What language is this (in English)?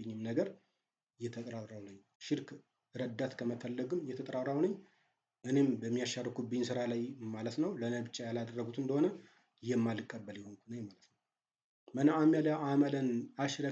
Amharic